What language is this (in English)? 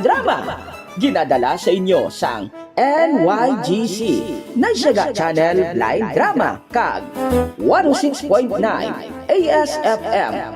Hiligaynon